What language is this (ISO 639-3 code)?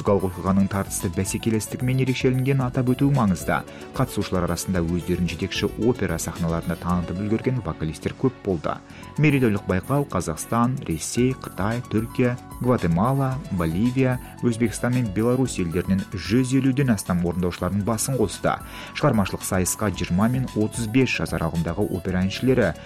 kaz